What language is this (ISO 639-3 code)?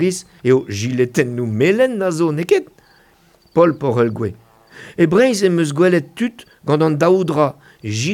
bre